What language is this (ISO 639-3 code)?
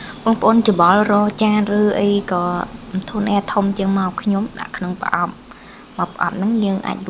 khm